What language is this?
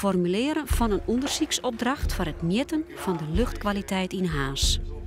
Western Frisian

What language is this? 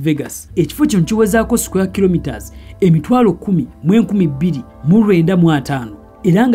Ganda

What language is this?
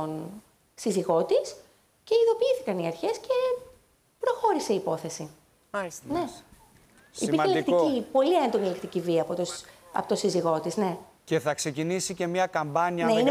Greek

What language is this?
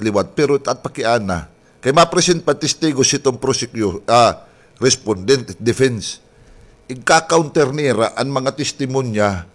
Waray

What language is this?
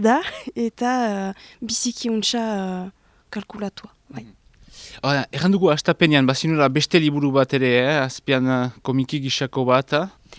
Basque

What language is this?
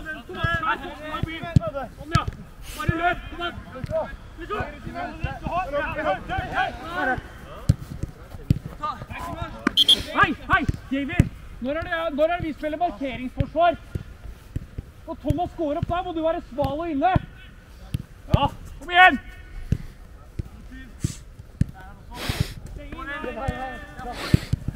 Norwegian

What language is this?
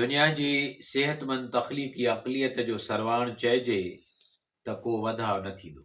Sindhi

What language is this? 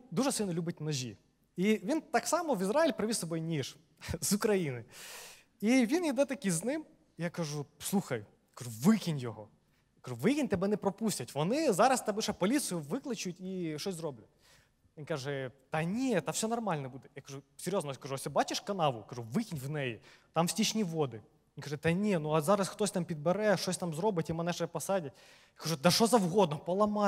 Ukrainian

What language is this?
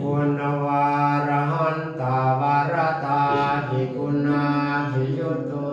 Pali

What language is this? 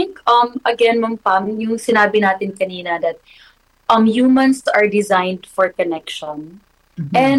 Filipino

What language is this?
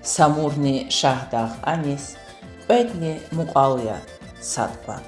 Lezghian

